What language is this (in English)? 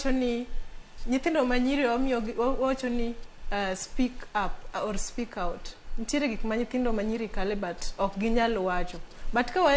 Luo (Kenya and Tanzania)